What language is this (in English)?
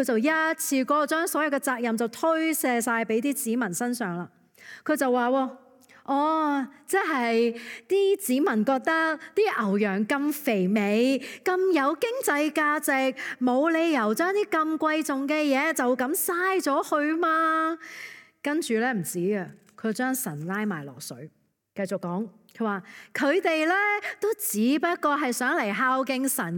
Cantonese